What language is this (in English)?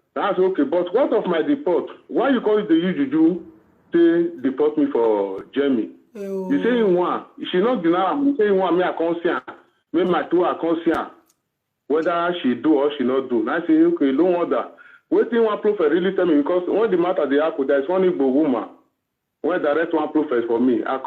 Nigerian Pidgin